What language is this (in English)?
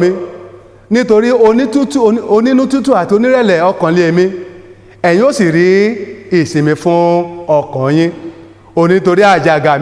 Yoruba